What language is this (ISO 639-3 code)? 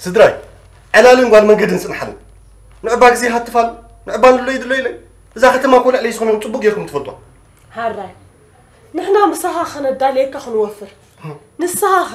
tir